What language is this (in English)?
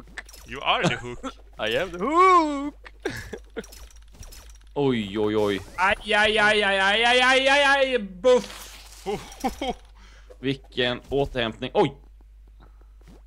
Swedish